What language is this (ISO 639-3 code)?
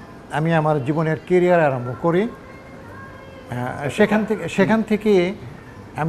ben